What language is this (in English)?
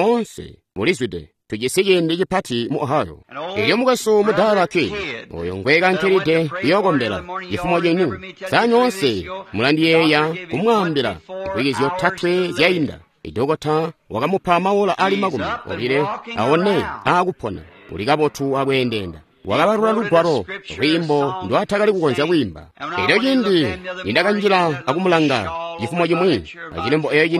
Tonga (Zambia)